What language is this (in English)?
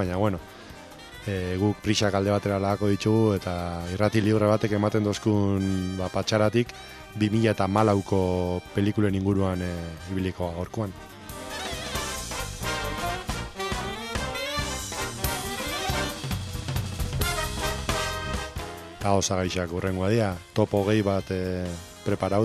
Basque